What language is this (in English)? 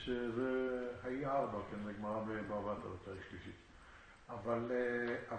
Hebrew